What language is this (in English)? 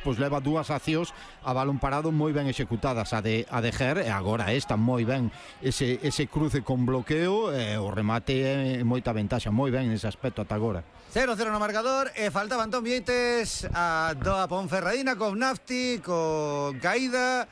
Galician